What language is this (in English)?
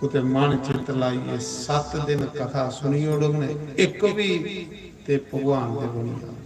Dogri